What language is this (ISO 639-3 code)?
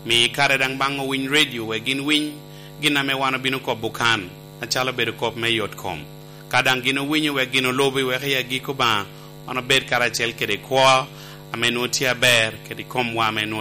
laj